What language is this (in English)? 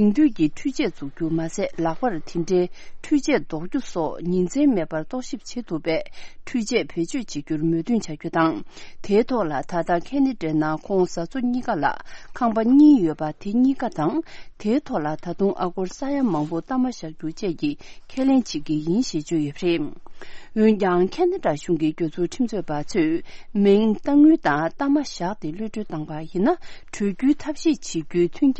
Tibetan